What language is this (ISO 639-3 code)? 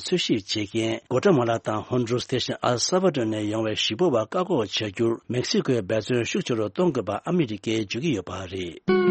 bod